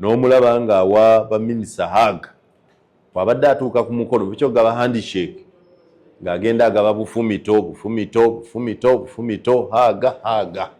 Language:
Ganda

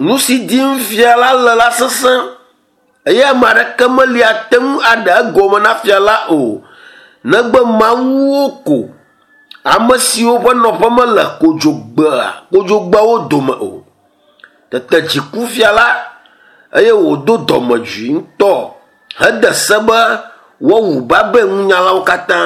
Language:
Ewe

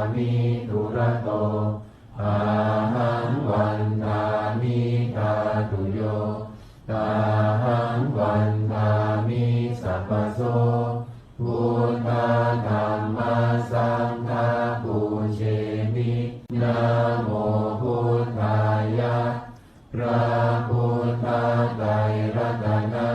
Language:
Pali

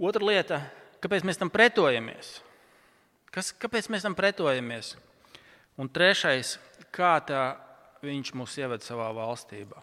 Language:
Latvian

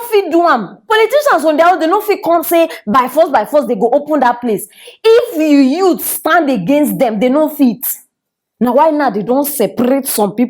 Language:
Nigerian Pidgin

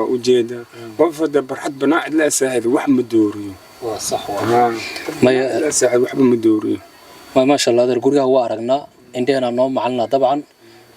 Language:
Somali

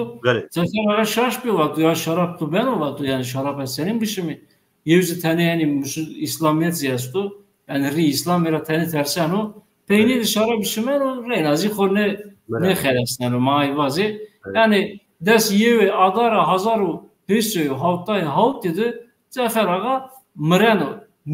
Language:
Zaza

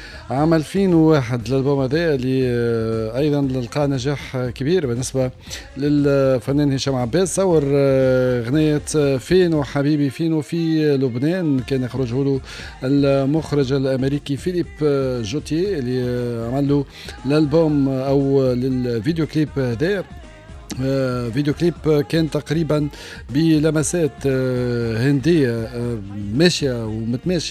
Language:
Tunisian Arabic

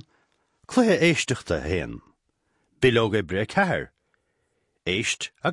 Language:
Irish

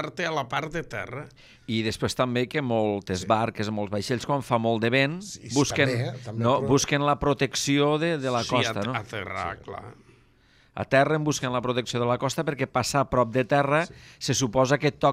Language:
Catalan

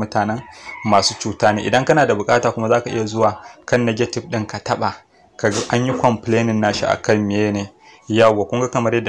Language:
Hausa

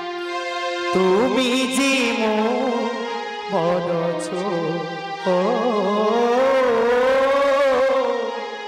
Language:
Bangla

